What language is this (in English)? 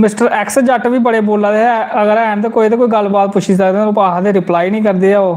Dogri